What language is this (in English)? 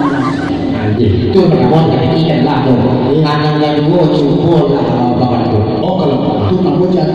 Minangkabau